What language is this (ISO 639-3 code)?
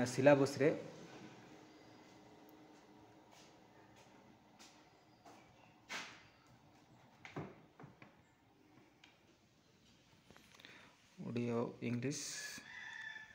ori